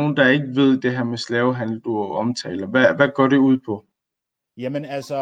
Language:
Danish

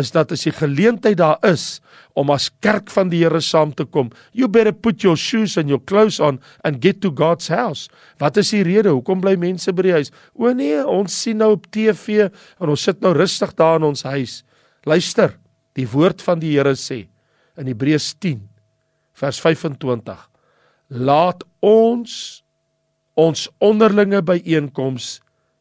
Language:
Afrikaans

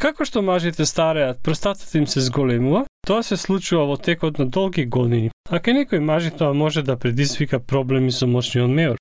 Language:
Macedonian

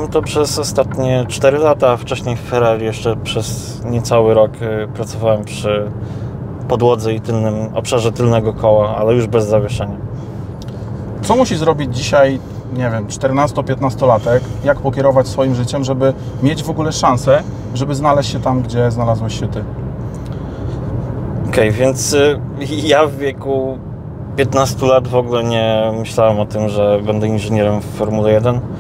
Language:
Polish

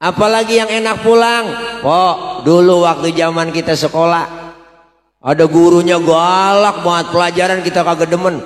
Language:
Betawi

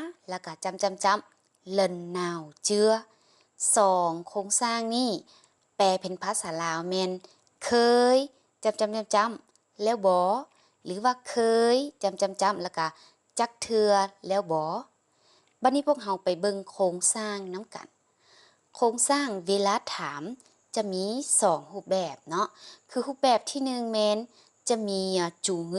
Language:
Lao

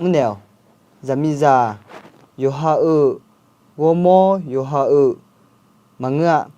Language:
Akha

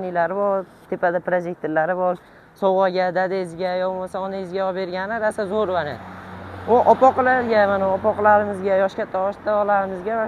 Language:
Uzbek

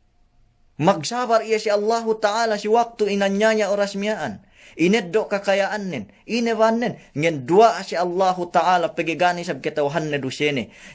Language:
Yakan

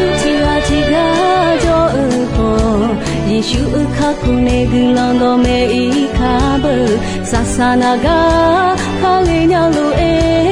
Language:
Akha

